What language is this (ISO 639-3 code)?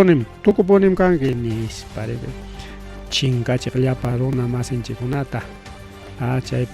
quy